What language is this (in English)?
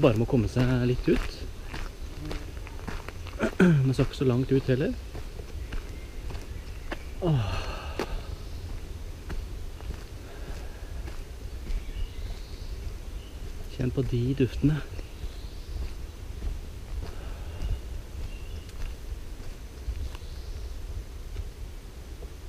Norwegian